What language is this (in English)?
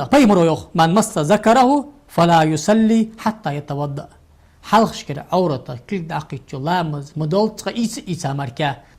Ingush